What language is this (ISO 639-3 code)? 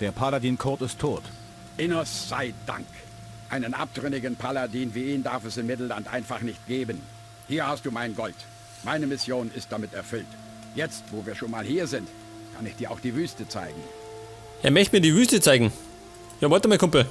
bar